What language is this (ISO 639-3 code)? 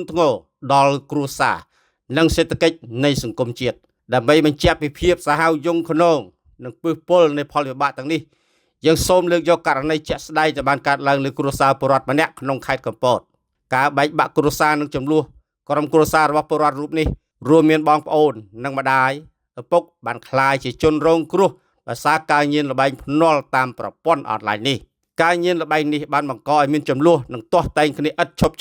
khm